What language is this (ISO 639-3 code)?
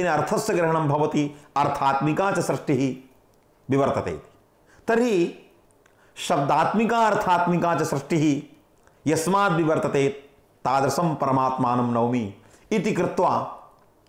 san